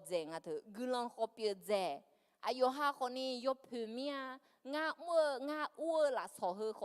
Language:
Akha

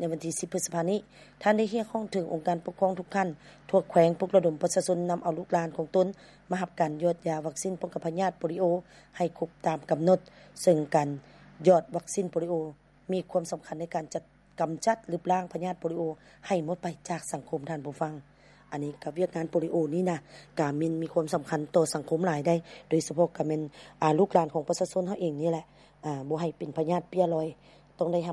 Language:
Lao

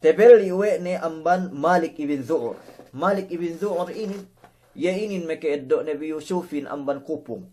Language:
Yakan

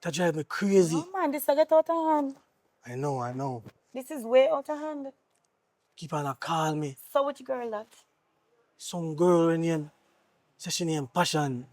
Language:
Jamaican Creole English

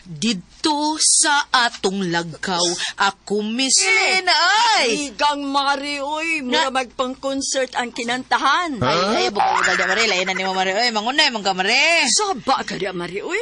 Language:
Cebuano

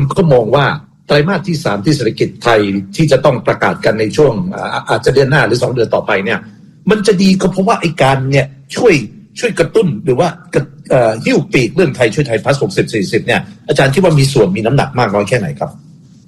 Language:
Thai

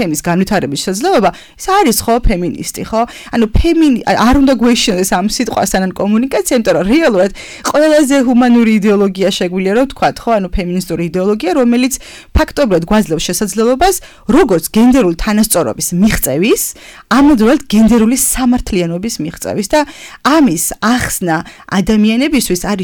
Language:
Georgian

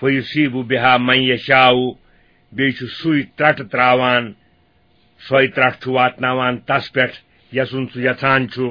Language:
Kashmiri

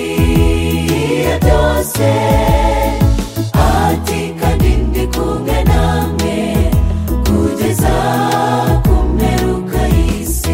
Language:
Kinyarwanda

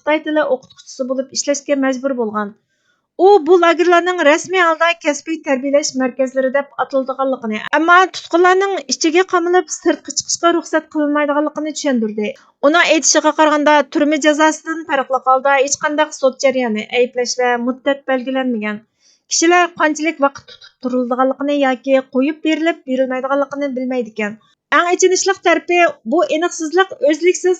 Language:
Uyghur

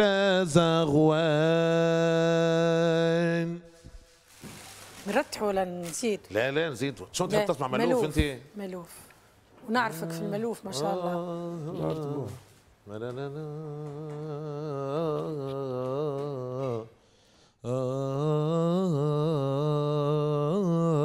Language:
Tunisian Arabic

